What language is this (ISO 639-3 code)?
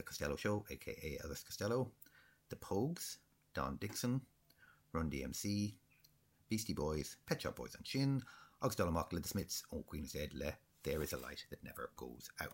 gle